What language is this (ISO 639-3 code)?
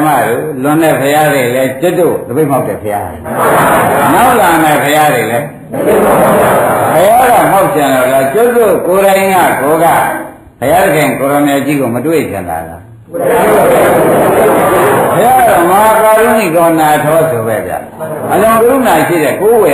mya